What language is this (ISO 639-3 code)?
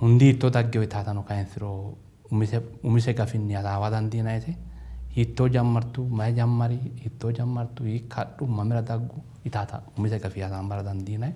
sid